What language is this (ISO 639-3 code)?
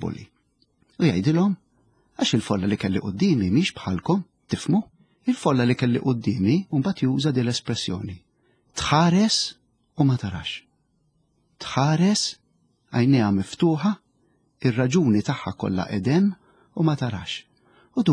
mlt